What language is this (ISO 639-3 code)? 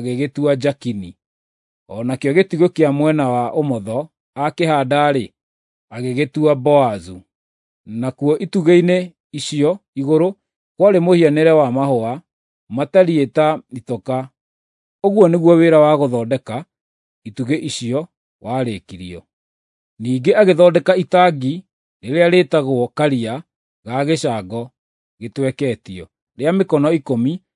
kik